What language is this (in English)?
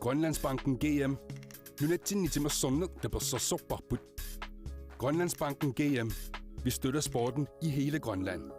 Kalaallisut